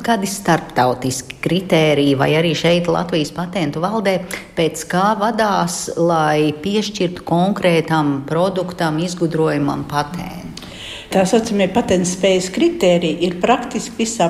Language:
Latvian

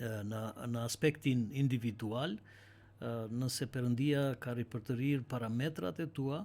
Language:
Albanian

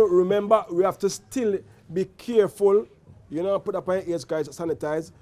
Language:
Jamaican Creole English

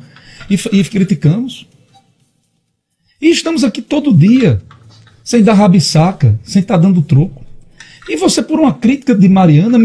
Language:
Portuguese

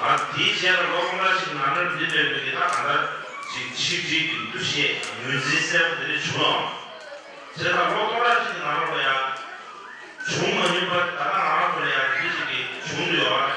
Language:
Tibetan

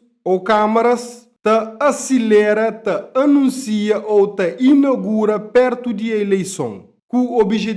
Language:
Kabuverdianu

